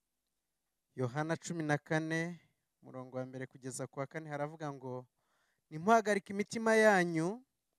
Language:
Kinyarwanda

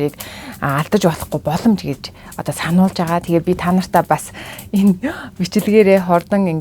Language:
Mongolian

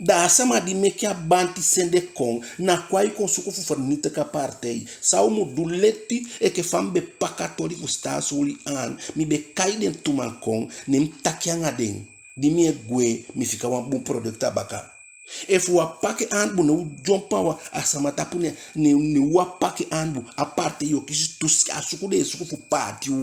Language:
Eastern Maroon Creole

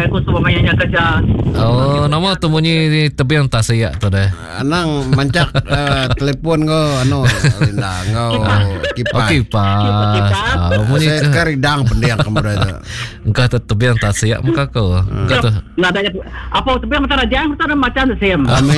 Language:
Iban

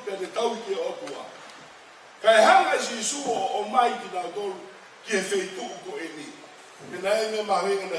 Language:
Tongan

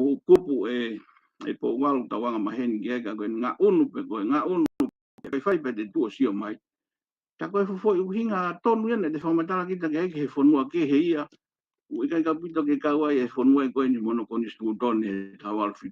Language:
Tongan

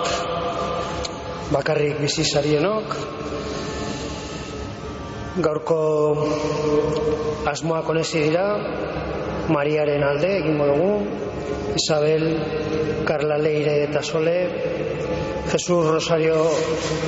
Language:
Basque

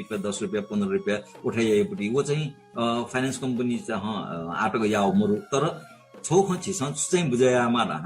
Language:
Newari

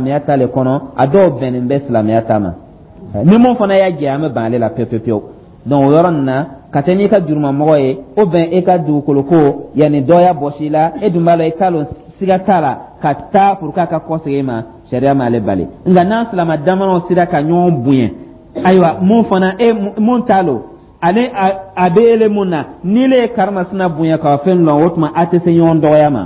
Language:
Dyula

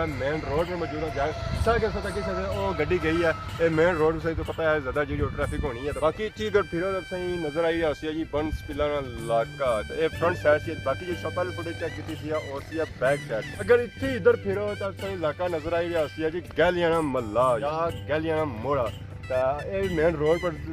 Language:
Pahari-Potwari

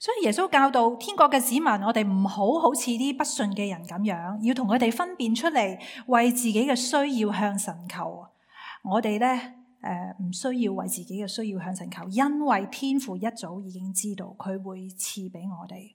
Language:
Cantonese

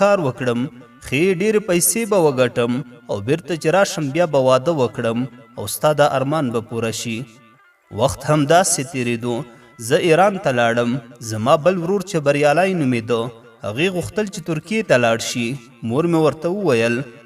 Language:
Pashto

